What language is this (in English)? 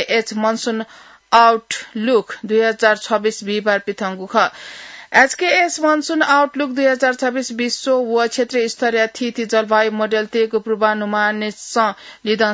Newari